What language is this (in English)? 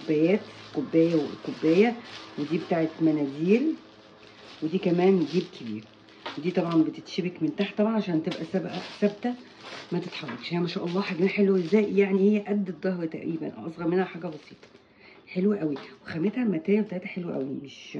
Egyptian Arabic